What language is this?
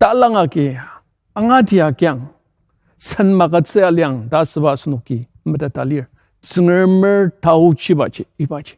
Ao Naga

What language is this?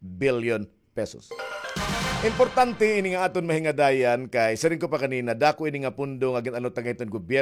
Waray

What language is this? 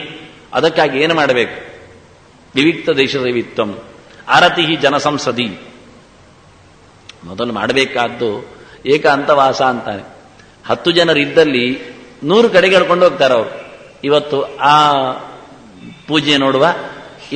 Kannada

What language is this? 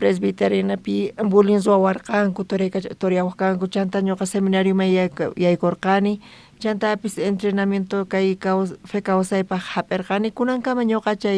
South Bolivian Quechua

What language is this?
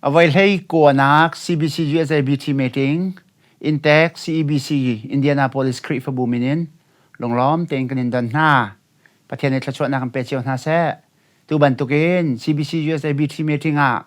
Hakha Chin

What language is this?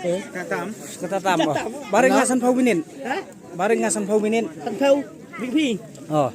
Khasi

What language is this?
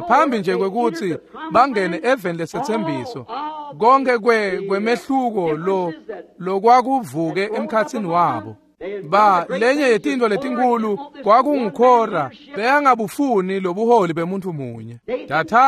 Swati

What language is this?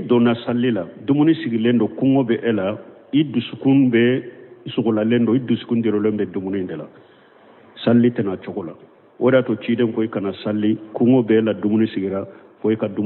Bambara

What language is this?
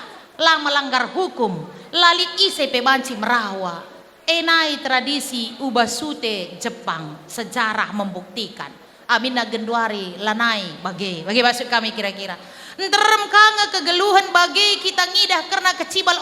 Batak Karo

